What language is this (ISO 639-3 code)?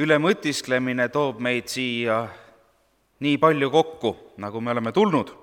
est